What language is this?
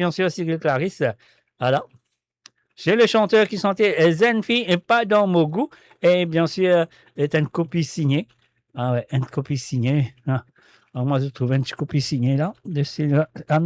Morisyen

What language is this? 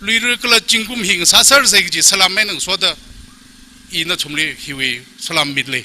Tangkhul Naga (India)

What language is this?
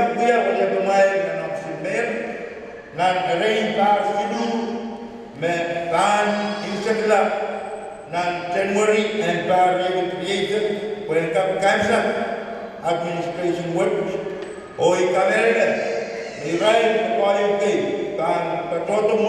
Pohnpeian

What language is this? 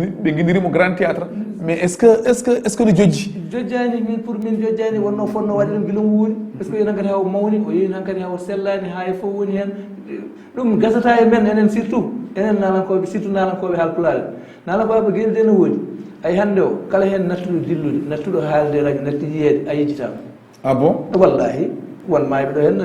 Fula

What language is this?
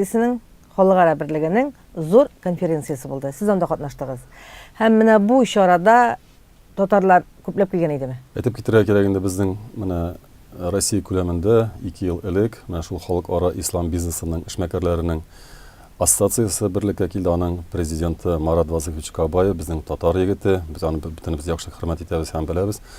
Tatar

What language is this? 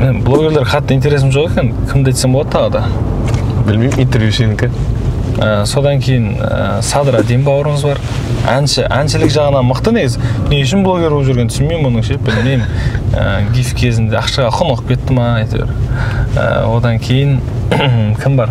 Kyrgyz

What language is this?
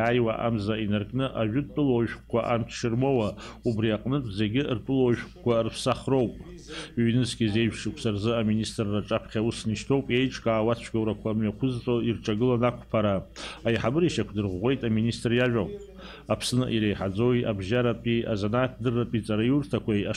Abkhazian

